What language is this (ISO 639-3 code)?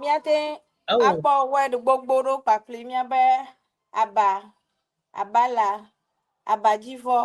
ewe